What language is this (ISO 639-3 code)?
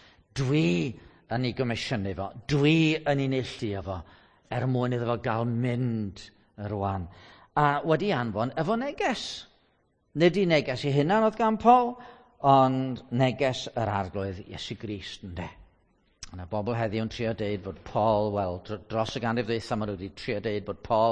cym